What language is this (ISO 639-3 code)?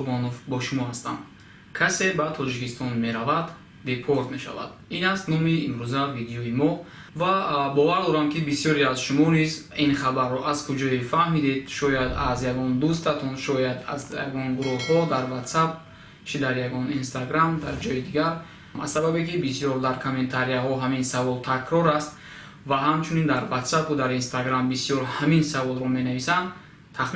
tgk